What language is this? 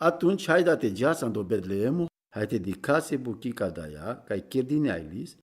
Romany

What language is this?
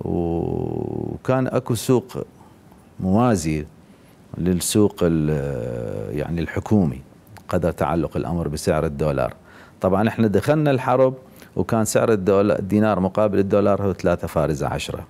Mesopotamian Arabic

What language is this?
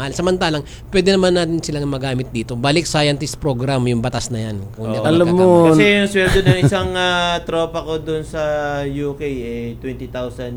Filipino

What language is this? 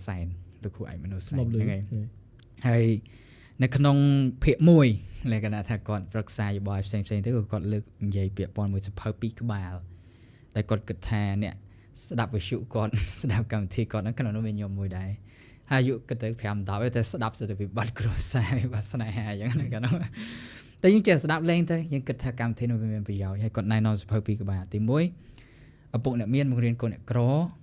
Khmer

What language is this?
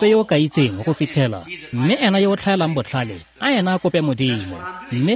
Tswana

